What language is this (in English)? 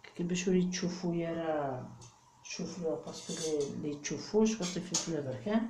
Kabyle